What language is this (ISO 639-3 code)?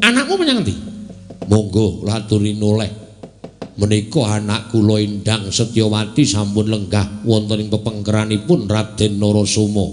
jav